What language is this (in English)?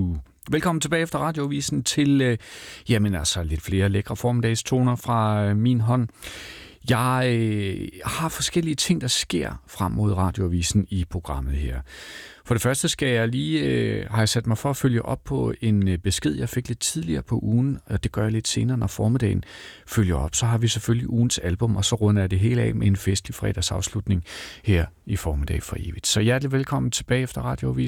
Danish